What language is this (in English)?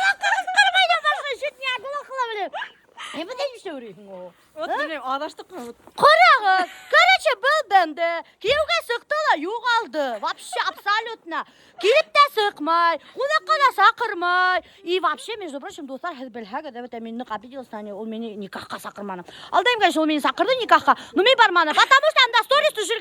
Bashkir